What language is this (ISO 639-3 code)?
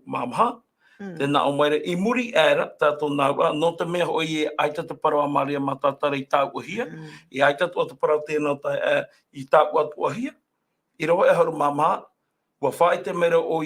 tah